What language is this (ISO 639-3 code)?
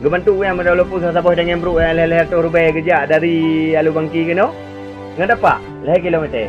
ace